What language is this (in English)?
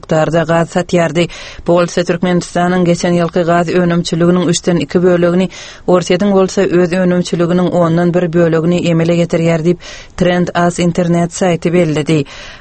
Turkmen